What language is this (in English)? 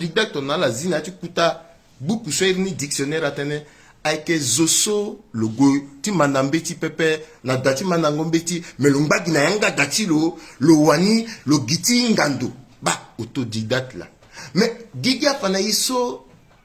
Sango